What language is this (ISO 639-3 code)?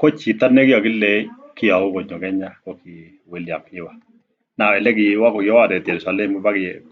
kln